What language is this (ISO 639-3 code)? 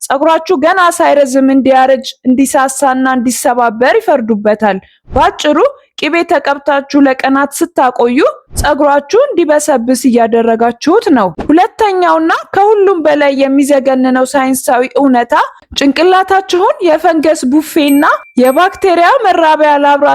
amh